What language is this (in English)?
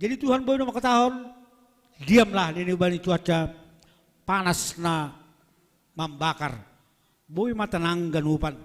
Batak Simalungun